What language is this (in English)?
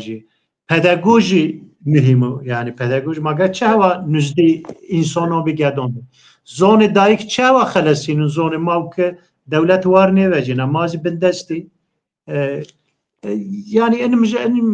Zaza